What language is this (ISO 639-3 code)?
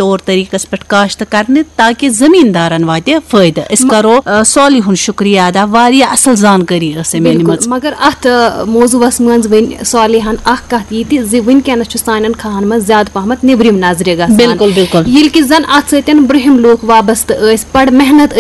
kas